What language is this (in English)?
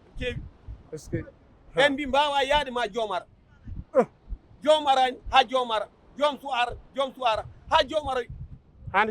Fula